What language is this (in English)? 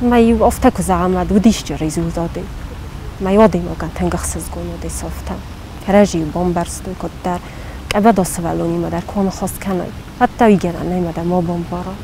Ossetic